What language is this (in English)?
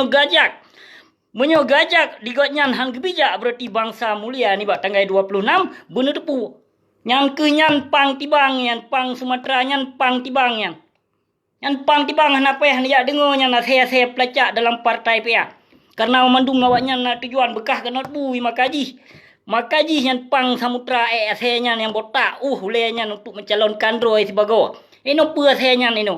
Achinese